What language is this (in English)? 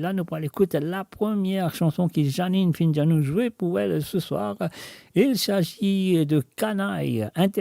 Morisyen